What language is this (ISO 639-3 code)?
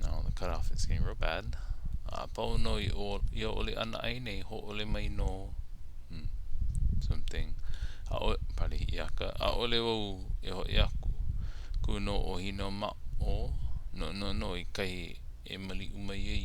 haw